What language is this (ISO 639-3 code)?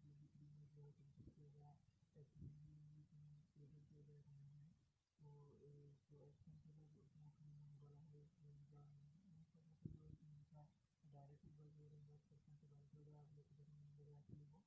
hin